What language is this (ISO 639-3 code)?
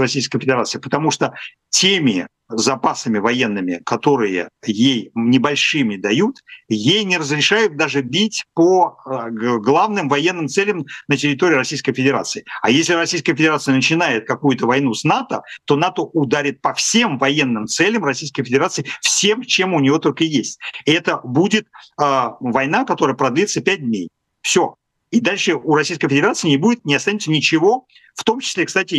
rus